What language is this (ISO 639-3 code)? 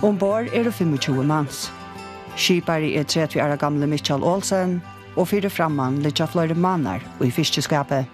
fao